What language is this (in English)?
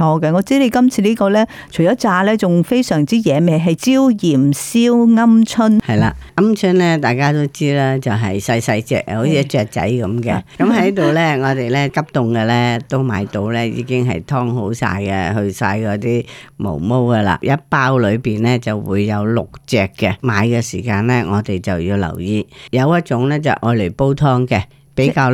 Cantonese